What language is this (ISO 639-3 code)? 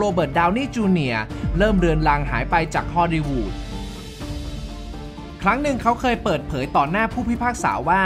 tha